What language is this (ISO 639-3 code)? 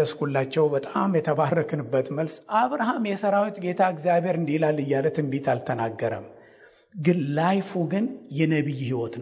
amh